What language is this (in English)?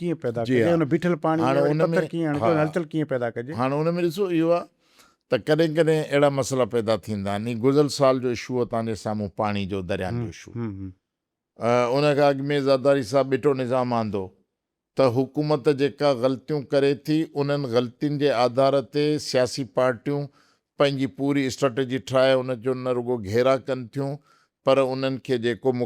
Sindhi